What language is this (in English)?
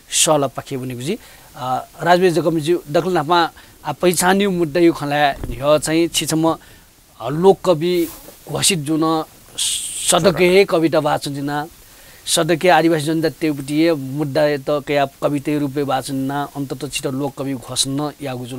Newari